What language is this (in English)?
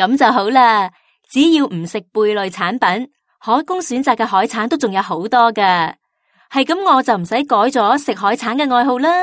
Cantonese